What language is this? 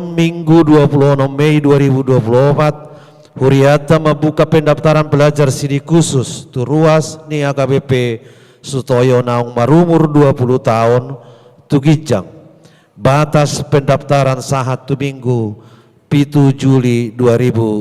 Batak Toba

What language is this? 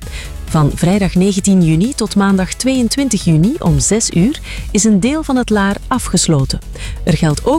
Dutch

